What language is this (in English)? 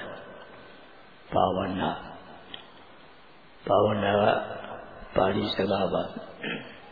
Burmese